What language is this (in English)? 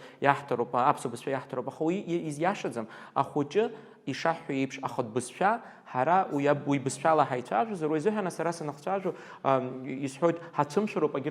Abkhazian